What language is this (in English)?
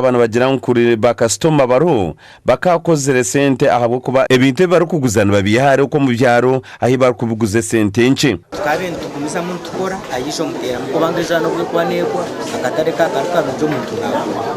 Nyankole